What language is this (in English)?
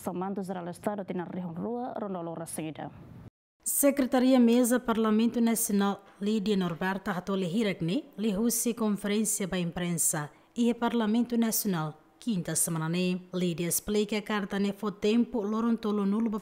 Tetum